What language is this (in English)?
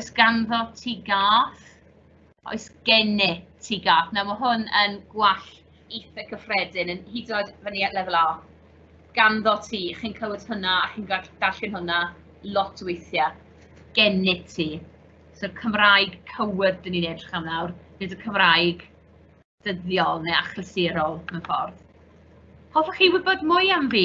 Welsh